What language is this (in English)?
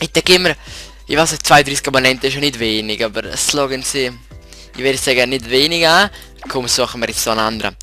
Swiss German